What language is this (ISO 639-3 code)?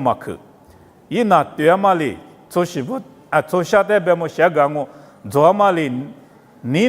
lis